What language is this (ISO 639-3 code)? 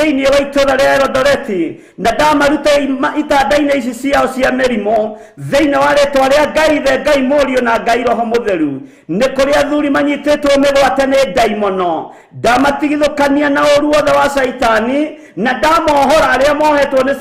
kik